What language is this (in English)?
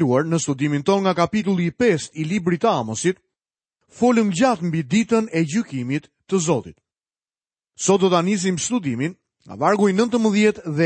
Albanian